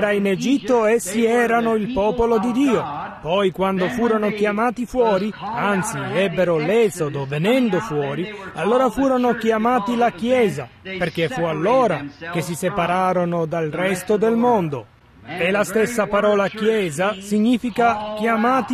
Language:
Italian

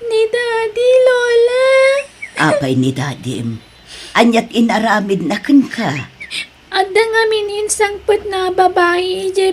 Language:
Iloko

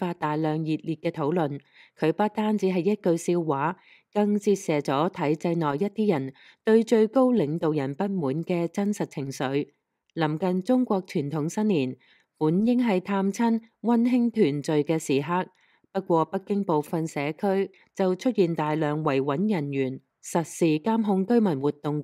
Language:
Cantonese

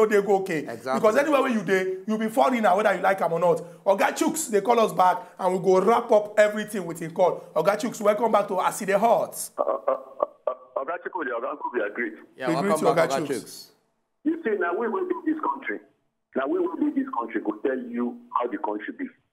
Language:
Nigerian Pidgin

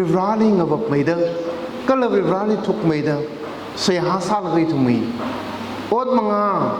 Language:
Tangkhul Naga (India)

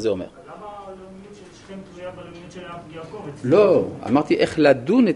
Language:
Hebrew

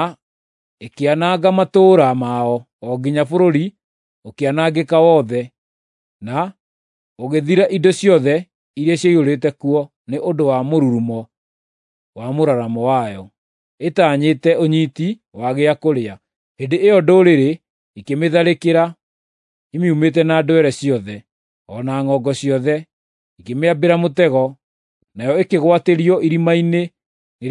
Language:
Kikuyu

